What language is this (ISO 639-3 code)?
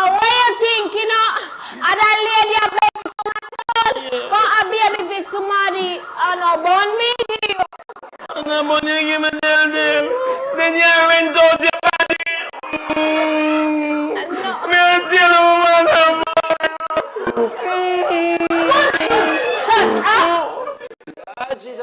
jam